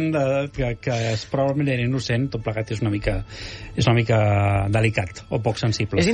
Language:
Catalan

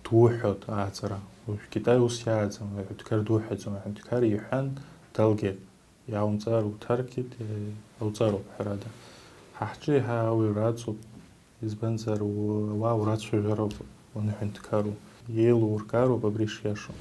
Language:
Abkhazian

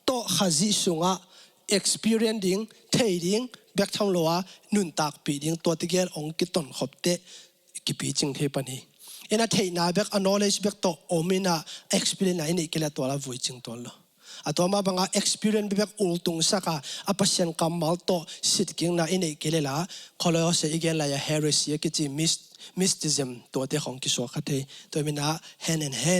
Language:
Tedim Chin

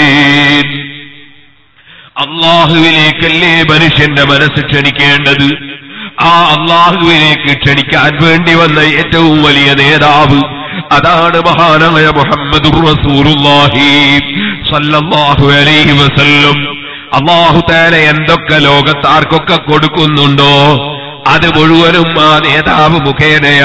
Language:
Malayalam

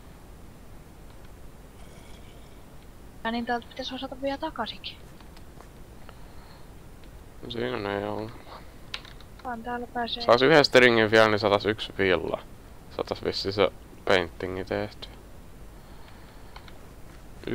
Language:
Finnish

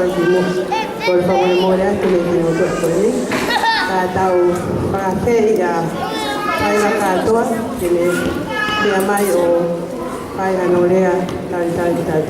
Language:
Tongan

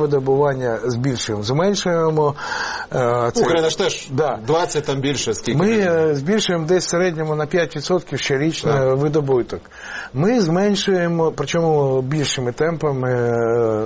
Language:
Ukrainian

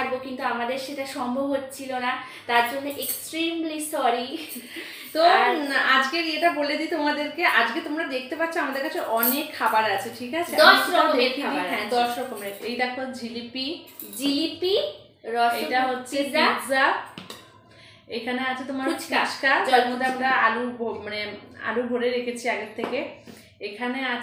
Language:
Bangla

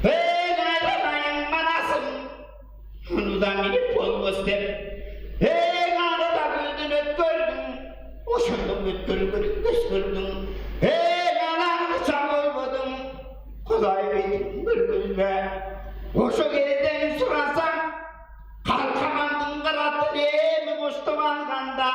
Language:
Tuvinian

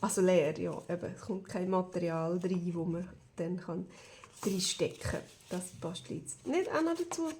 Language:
Swiss German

